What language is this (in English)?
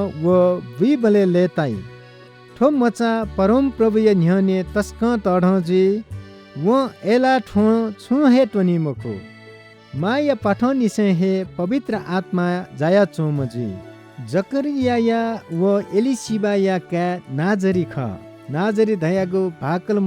Newari